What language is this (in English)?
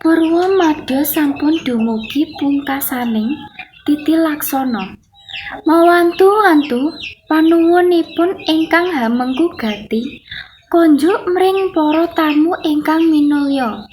Javanese